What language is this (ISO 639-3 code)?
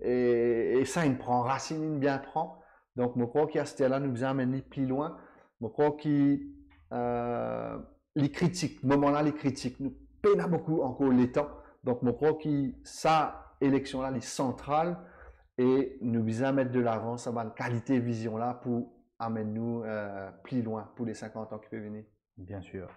mfe